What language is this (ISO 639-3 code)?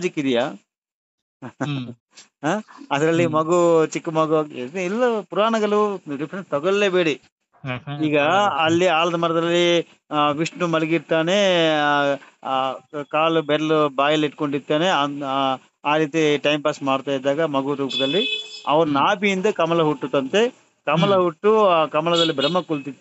kan